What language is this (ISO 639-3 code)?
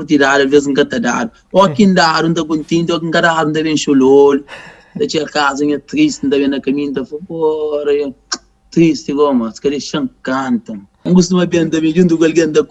kea